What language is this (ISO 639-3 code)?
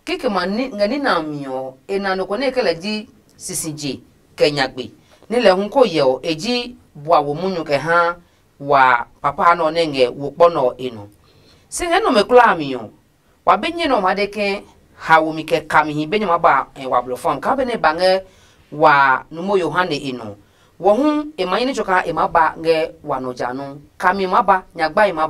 ada